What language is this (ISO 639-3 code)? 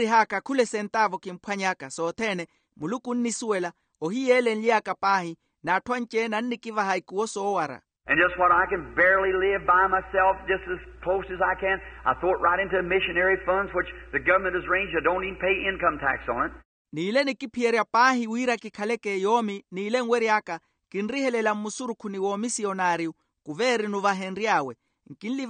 vmw